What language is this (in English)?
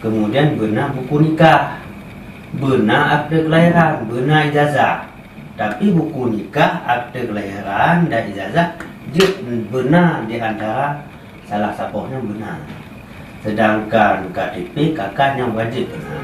Achinese